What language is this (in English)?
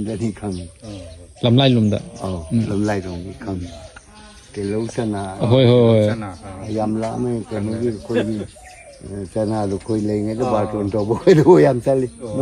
Manipuri